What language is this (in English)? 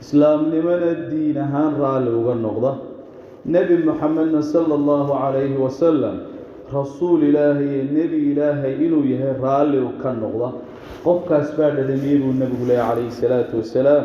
Somali